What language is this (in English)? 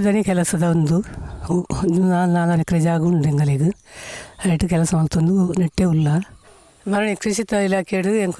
Tulu